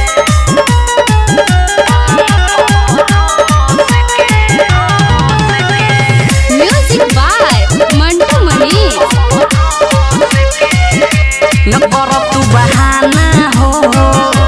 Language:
Bhojpuri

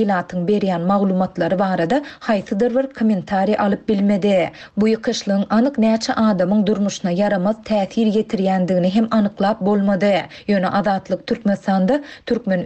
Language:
Turkmen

